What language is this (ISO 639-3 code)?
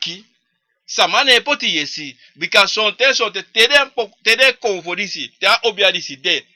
srn